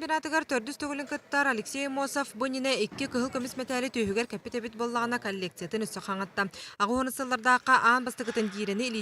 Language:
Yakut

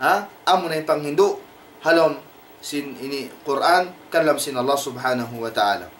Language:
Tausug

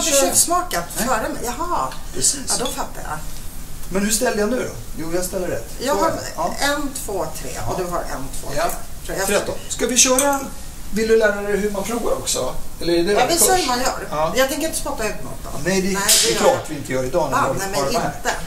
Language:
Swedish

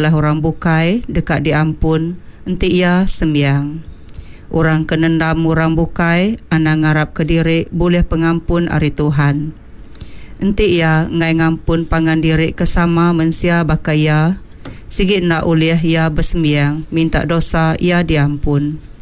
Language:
Iban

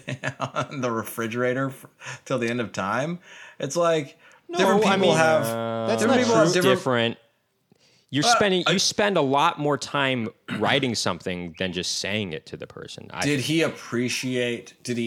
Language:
English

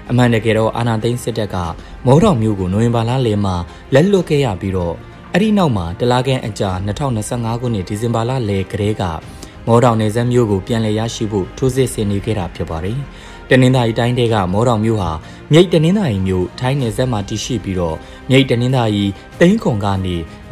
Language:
Burmese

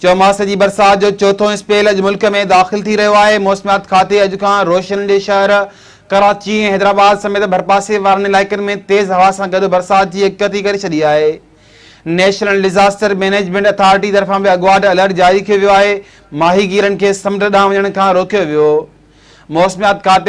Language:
Sindhi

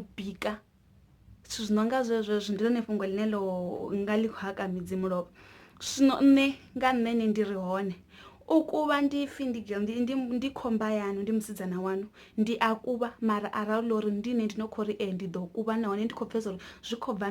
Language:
Venda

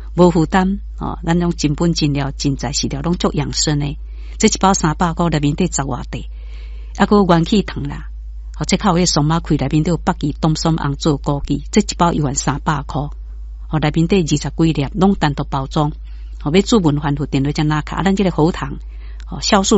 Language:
Min Nan Chinese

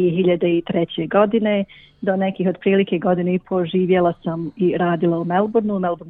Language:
Bosnian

